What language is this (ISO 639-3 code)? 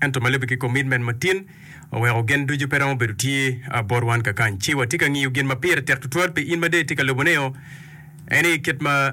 ach